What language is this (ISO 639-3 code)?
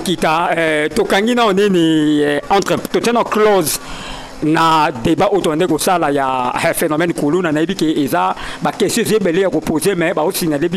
lin